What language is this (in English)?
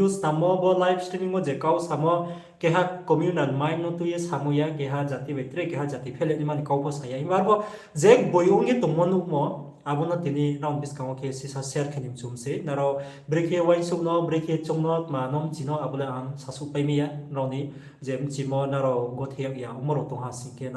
Riang (India)